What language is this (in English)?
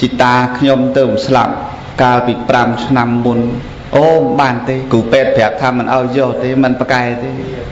Khmer